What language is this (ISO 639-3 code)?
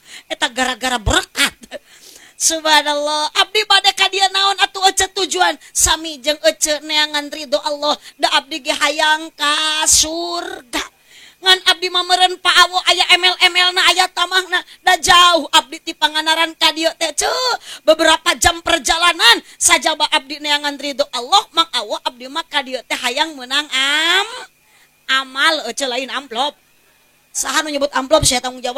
sun